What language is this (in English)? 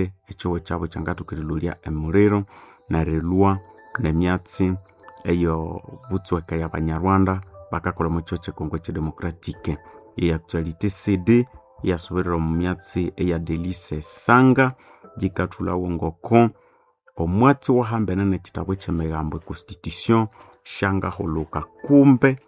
Nande